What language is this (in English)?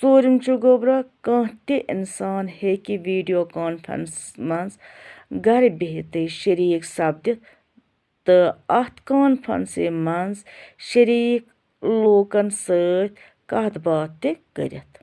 Kashmiri